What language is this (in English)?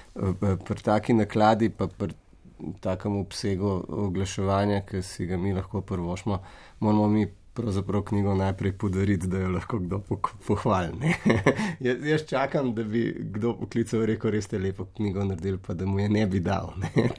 Slovenian